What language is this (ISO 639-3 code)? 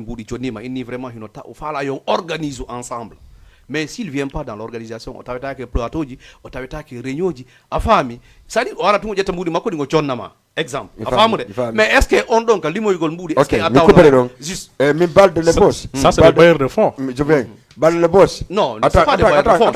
ful